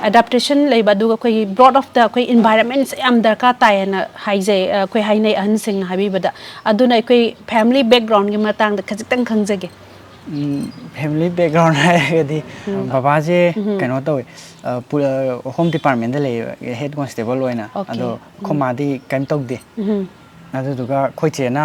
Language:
Manipuri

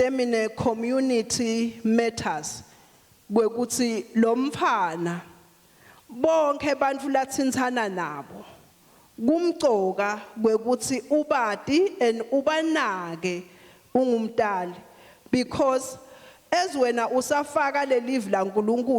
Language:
Swati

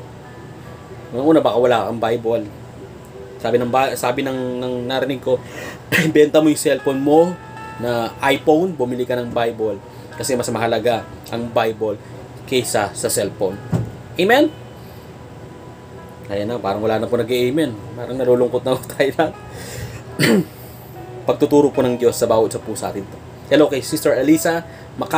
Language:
Filipino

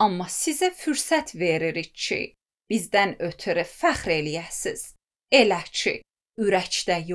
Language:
Azerbaijani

